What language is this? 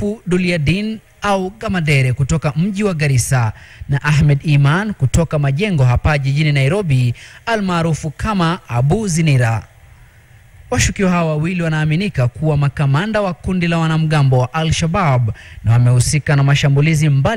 Swahili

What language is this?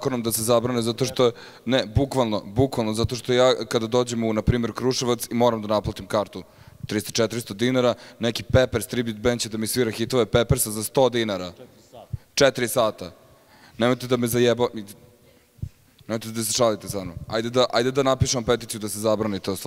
Serbian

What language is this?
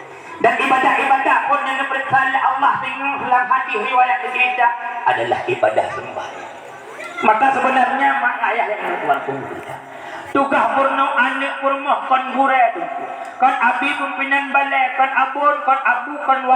Achinese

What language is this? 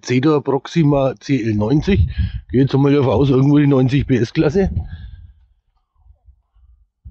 German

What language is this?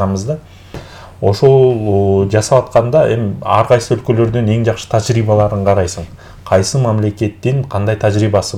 Kyrgyz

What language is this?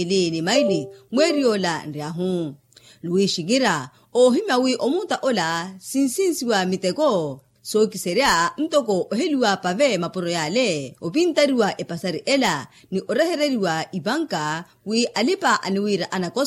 Makhuwa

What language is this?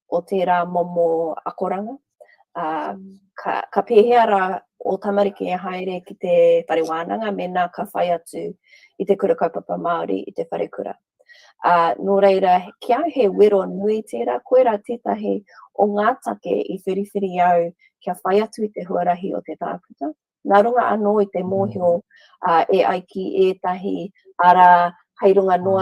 Māori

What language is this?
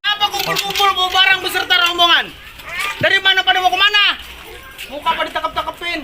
Betawi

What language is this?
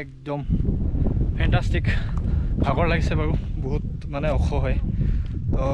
Assamese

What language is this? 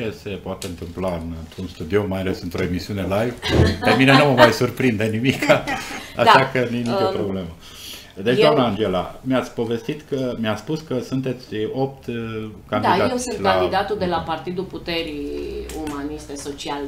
Romanian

